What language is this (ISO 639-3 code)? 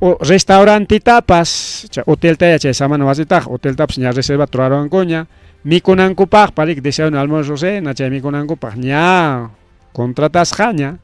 quy